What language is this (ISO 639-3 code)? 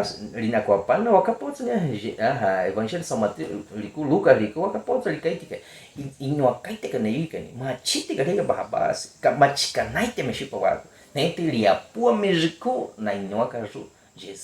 bwi